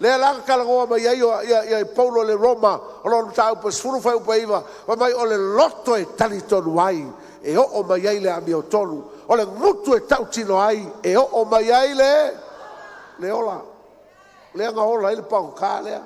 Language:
Samoan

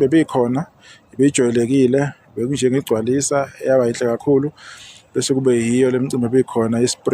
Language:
Zulu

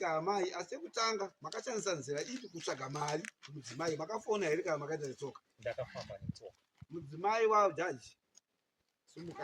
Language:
Shona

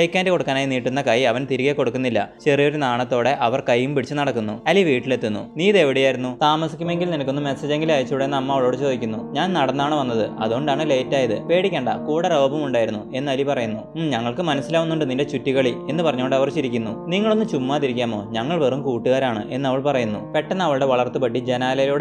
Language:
Malayalam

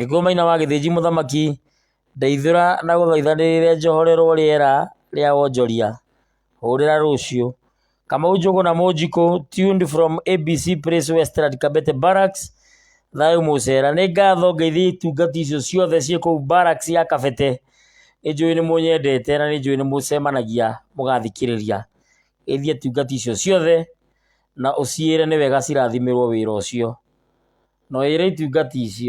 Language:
Kikuyu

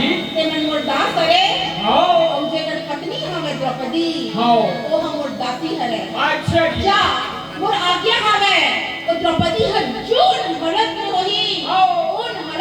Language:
Chhattisgarhi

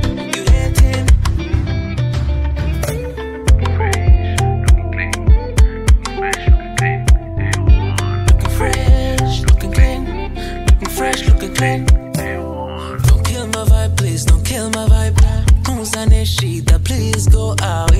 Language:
Kinyarwanda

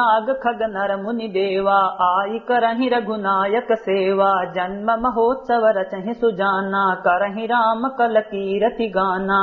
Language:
Awadhi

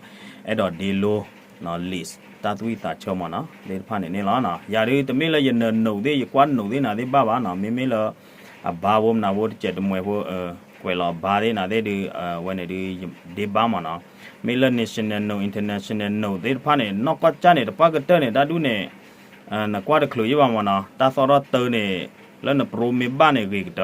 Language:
S'gaw Karen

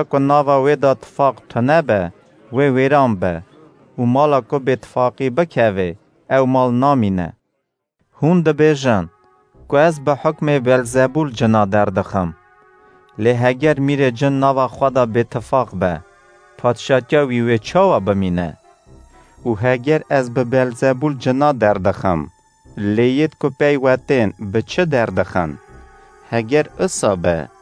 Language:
Kurdish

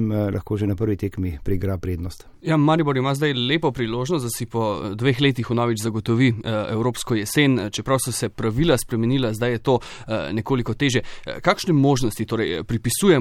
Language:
Slovenian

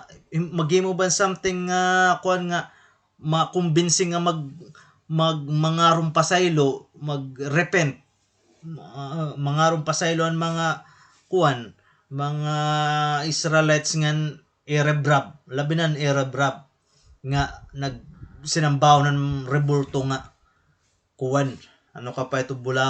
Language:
Waray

